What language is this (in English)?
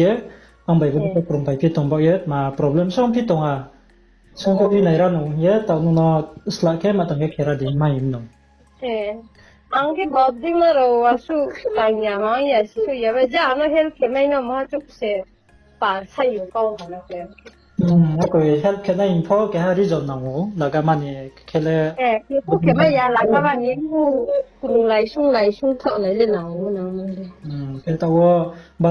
Riang (India)